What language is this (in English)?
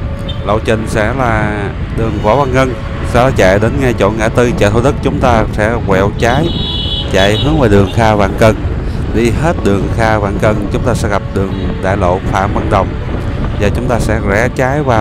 Vietnamese